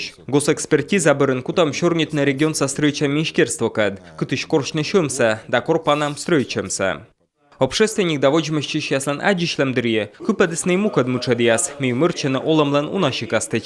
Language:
Komi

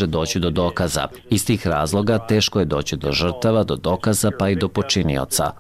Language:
Bosnian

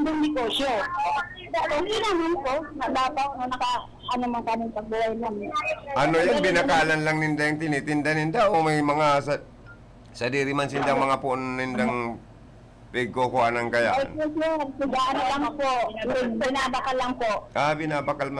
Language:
Bikol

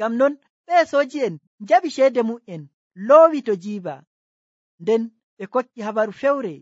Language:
Nigerian Fulfulde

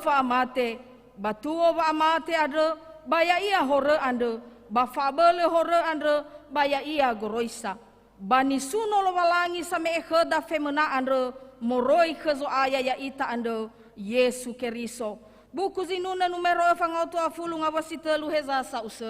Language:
Nias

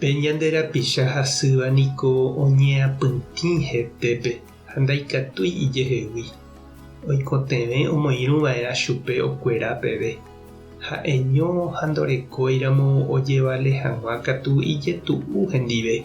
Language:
Guarani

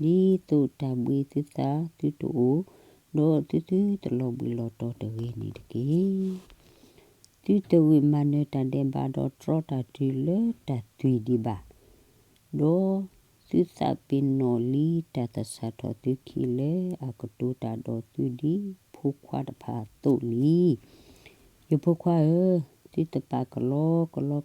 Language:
S'gaw Karen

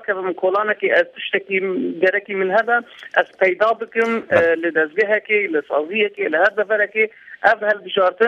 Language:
Kurdish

